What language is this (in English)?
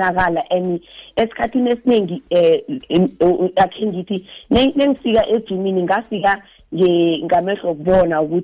South Ndebele